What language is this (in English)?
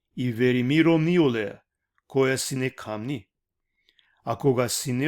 Balkan Romani